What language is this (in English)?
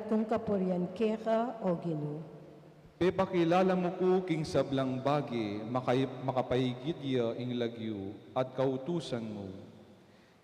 Pampanga